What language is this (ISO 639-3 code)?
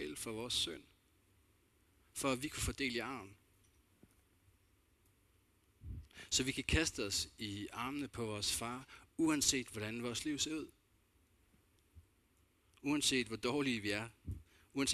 dan